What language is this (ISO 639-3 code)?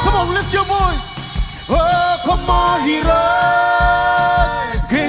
mah